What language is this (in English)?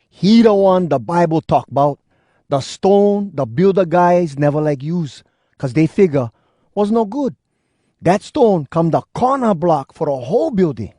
Hawai'i Creole English